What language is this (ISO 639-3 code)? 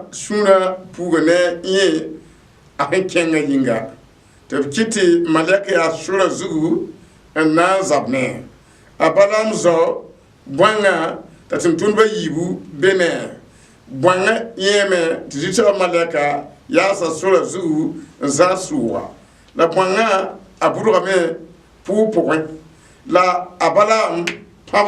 mos